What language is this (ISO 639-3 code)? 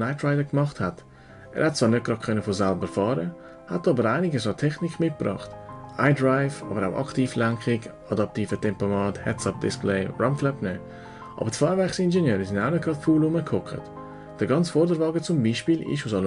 gsw